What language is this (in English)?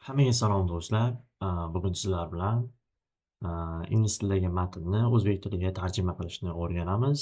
Uzbek